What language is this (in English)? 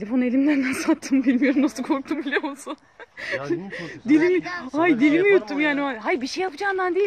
Turkish